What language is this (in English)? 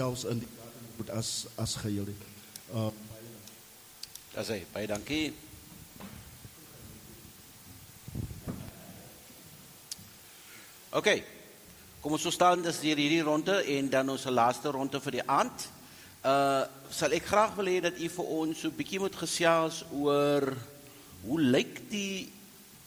Afrikaans